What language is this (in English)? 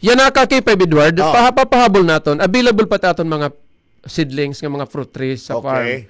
Waray